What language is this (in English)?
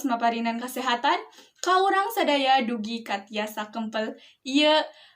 Sundanese